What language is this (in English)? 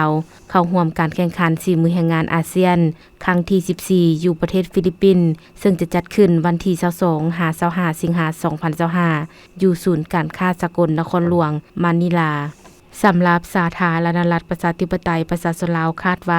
Lao